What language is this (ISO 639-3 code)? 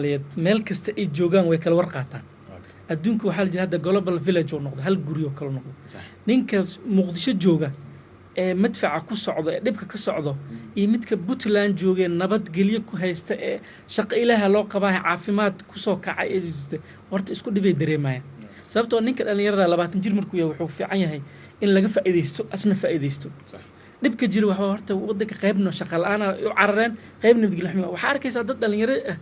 som